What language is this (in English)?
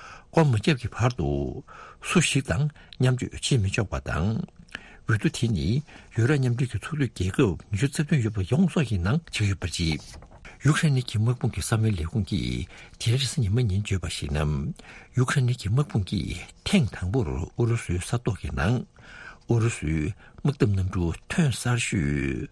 Tibetan